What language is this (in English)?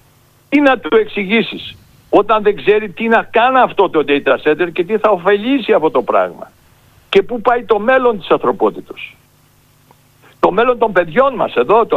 Greek